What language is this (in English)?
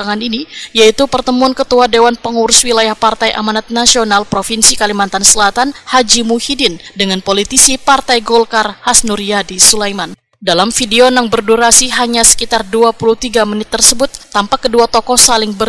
Banjar